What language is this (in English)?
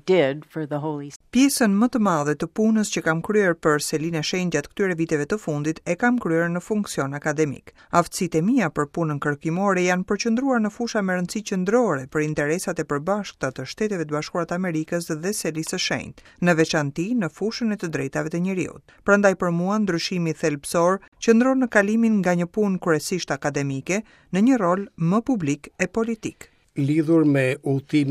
Albanian